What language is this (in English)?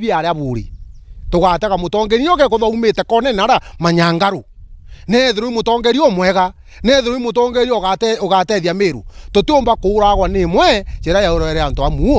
Meru